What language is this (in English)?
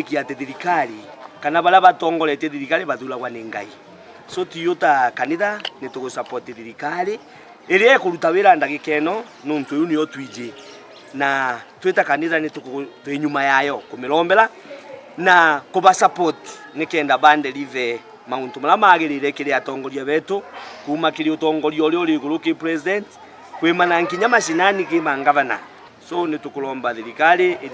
Meru